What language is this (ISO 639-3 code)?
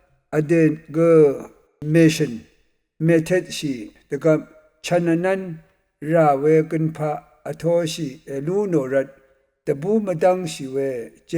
raw